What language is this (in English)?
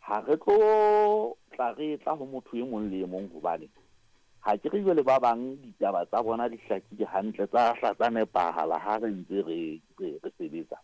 Southern Sotho